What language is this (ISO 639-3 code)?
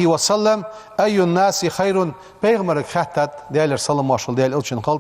inh